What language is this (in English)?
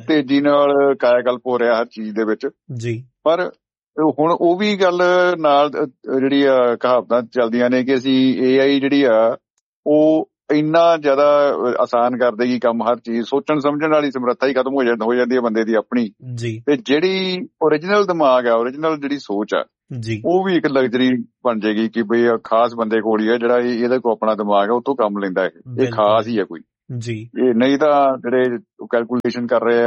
Punjabi